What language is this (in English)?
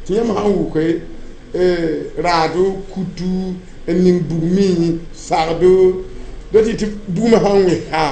Mossi